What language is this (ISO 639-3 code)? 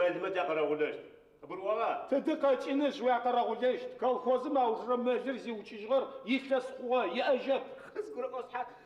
ady